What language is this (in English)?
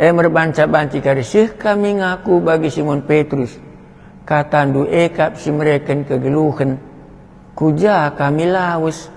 Batak Karo